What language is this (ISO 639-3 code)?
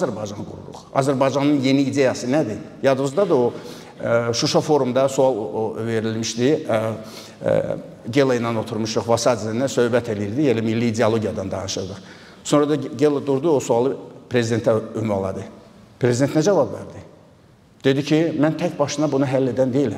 aze